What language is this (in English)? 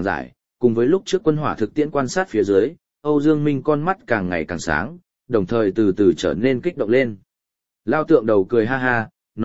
Vietnamese